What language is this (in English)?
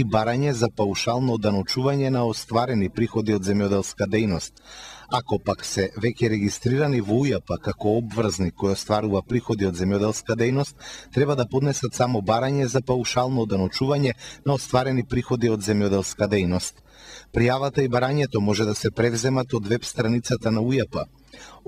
Macedonian